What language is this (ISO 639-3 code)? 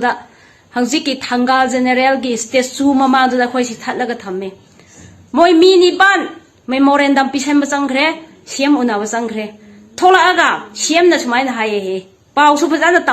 mni